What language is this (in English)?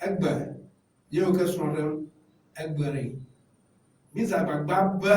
Ewe